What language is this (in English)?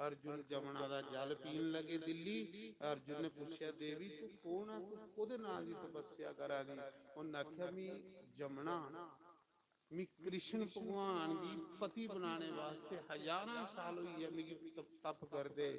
Dogri